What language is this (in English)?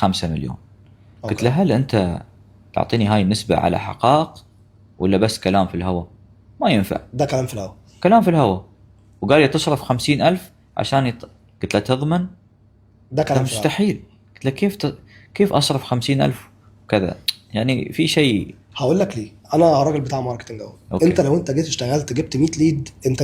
Egyptian Arabic